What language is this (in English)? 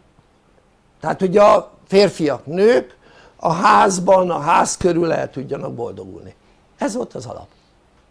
Hungarian